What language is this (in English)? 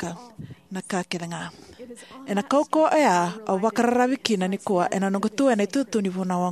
Fijian